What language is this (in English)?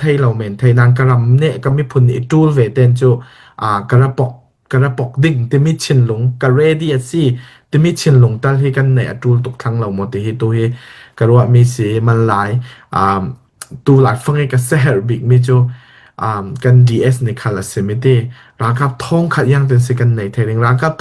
Falam Chin